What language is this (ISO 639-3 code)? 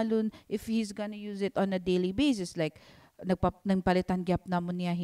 war